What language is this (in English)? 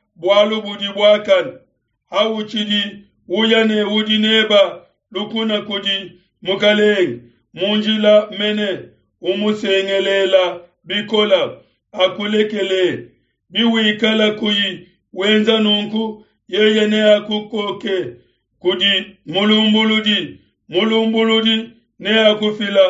Luba-Lulua